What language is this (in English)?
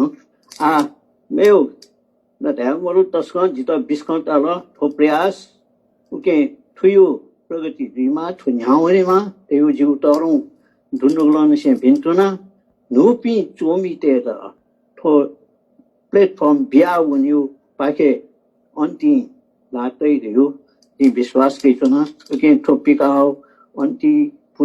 Newari